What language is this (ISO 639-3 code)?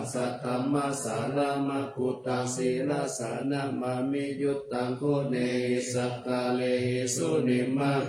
pli